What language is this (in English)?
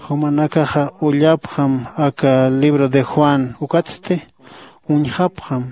Aymara